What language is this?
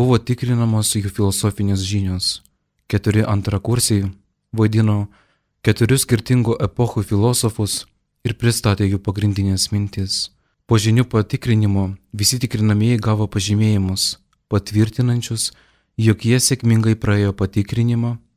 Lithuanian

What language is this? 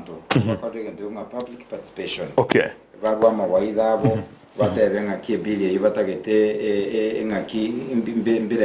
Gusii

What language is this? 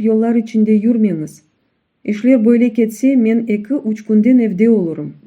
Crimean Tatar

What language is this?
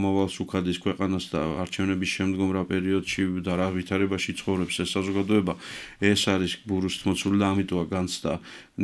Georgian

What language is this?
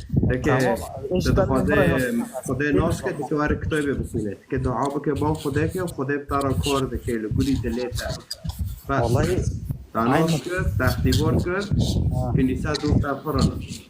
Kurdish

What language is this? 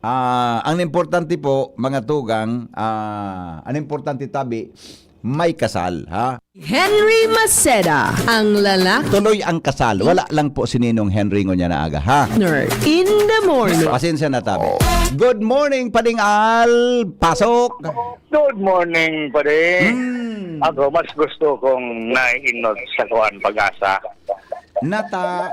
Bikol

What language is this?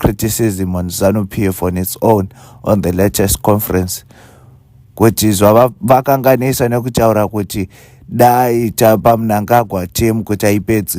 Shona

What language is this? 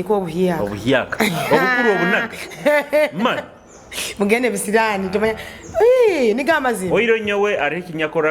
Nyoro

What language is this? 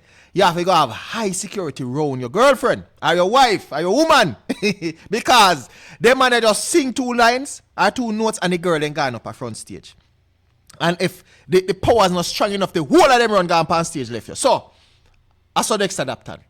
Jamaican Creole English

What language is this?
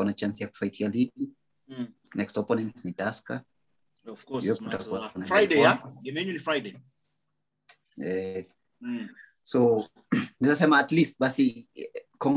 Swahili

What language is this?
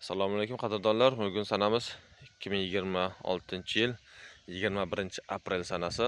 Uzbek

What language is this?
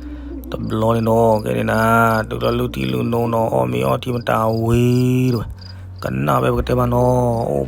S'gaw Karen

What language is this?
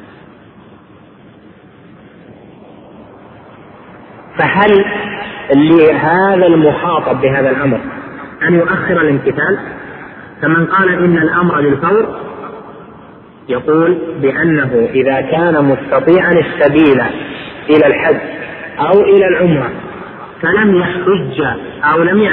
Arabic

